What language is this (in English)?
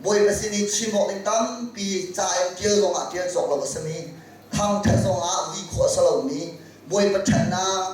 Hakha Chin